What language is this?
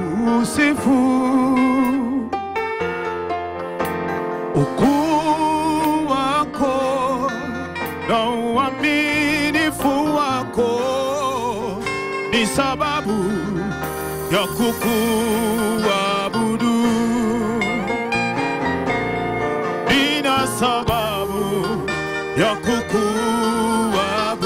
Swahili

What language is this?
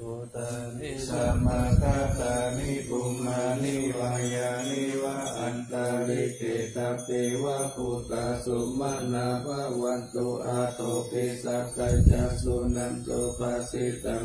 Pali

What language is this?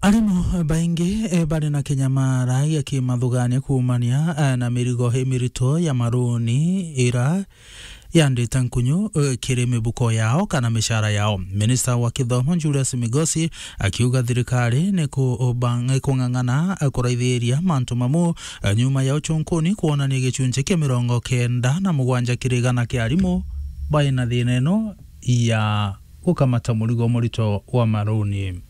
Meru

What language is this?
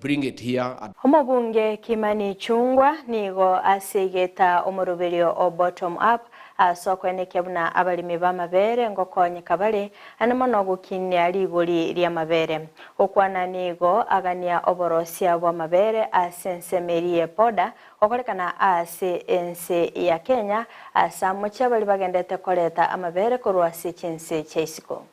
Gusii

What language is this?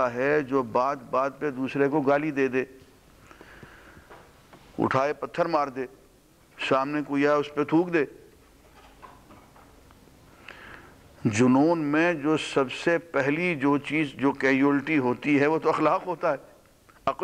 Urdu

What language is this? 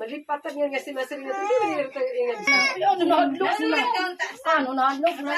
Waray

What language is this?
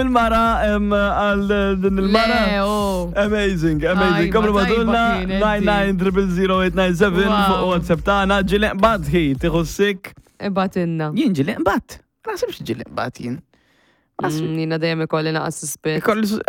Maltese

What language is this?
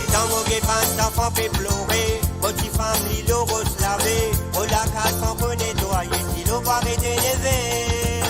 Morisyen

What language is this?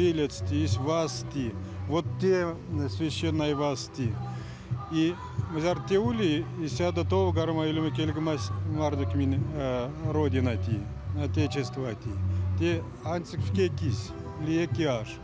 Erzya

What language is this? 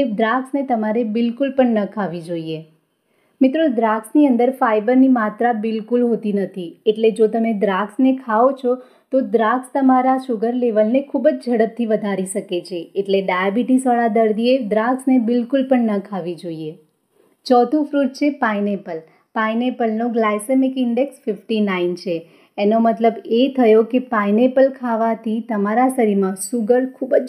Gujarati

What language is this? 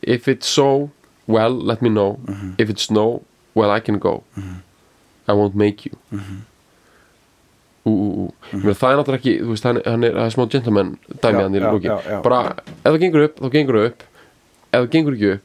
Icelandic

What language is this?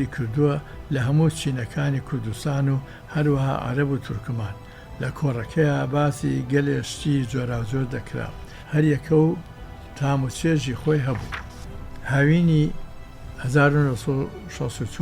Central Kurdish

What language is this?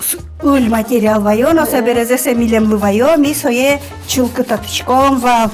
Udmurt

